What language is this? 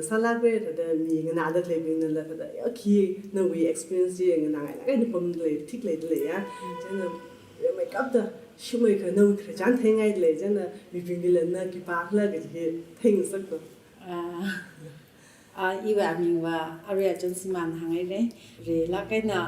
Tangkhul Naga (India)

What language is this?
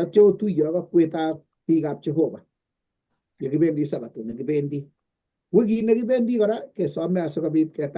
Kalenjin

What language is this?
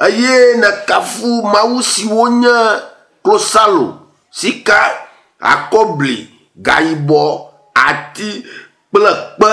Ewe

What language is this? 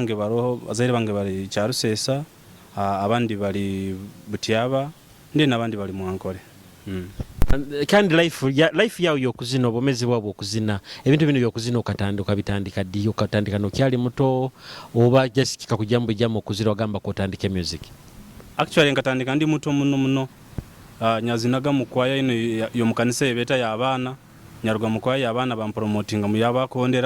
Nyoro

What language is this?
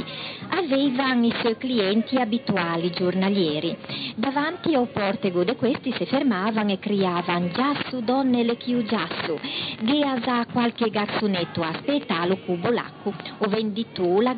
Ligurian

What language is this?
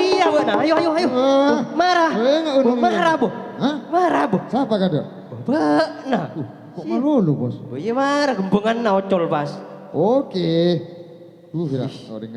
Madurese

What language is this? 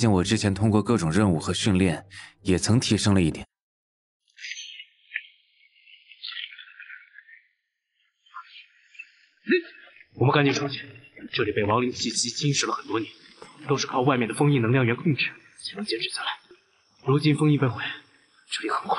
Chinese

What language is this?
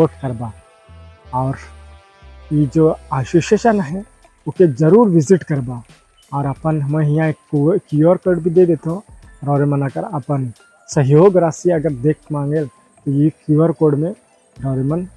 Sadri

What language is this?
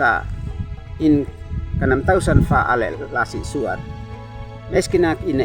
Uab Meto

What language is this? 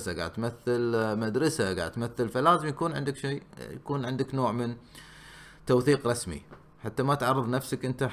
Gulf Arabic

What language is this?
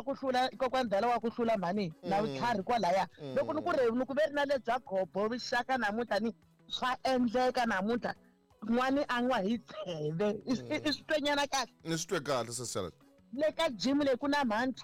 Tsonga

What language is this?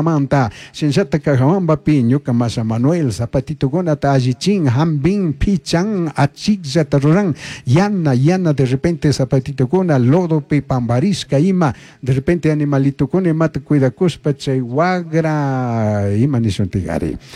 Chimborazo Highland Quichua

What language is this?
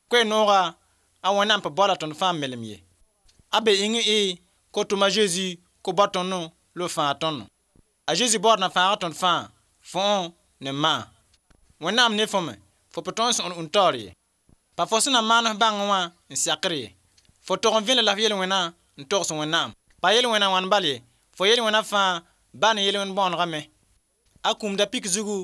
Mossi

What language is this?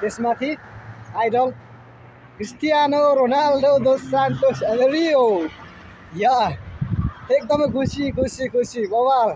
Nepali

